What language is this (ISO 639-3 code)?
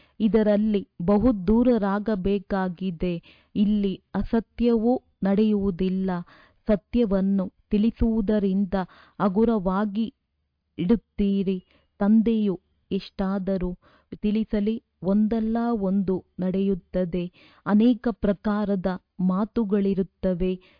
kan